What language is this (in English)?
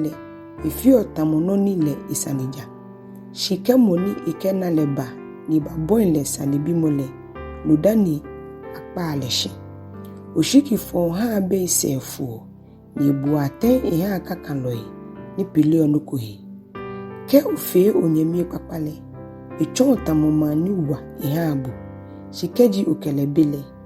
Ga